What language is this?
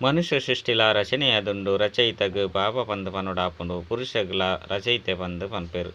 Tulu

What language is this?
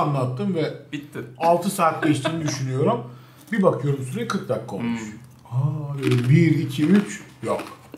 Turkish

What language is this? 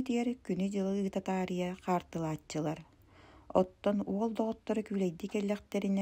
Yakut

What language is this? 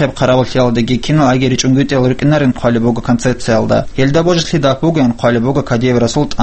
Avaric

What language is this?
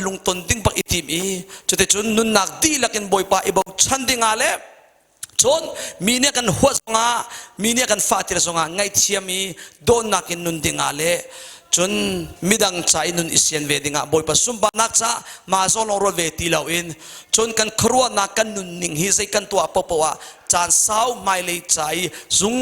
Hakha Chin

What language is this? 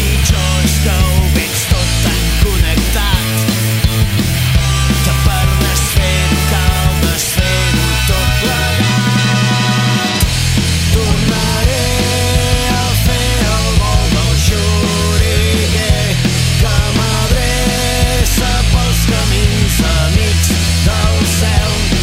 Catalan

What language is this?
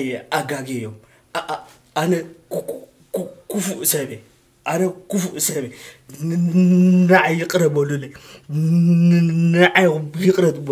Tigrinya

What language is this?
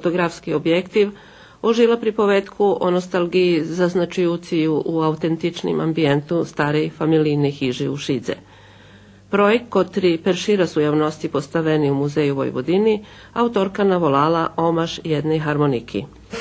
Rusyn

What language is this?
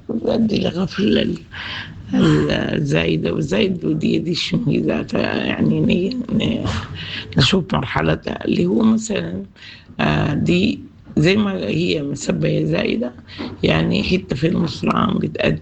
Sudanese Arabic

